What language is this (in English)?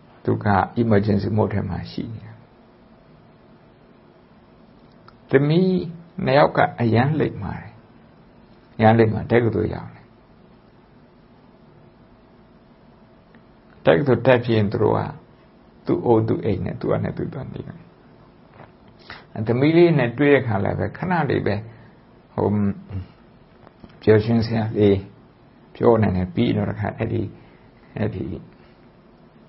Burmese